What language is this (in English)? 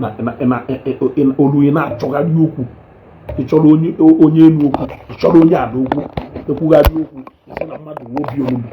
Igbo